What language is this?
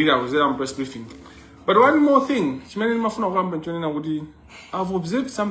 Nyanja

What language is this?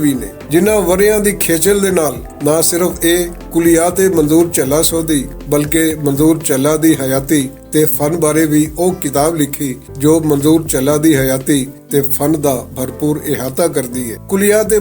Western Panjabi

